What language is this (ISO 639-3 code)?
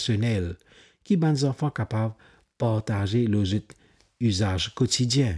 mfe